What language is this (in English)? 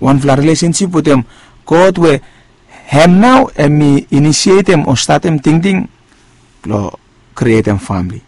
Bislama